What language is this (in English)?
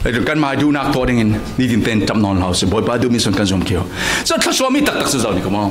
Falam Chin